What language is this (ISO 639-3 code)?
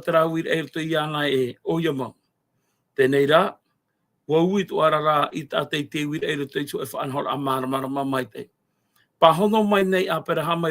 tah